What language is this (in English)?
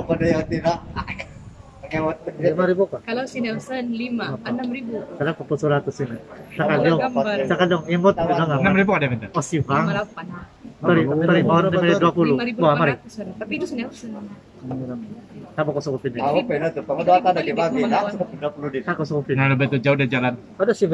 Indonesian